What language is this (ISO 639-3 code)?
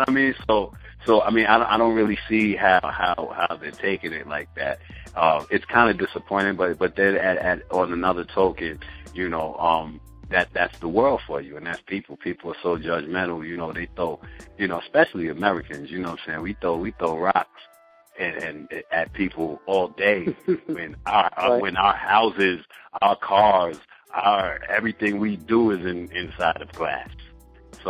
eng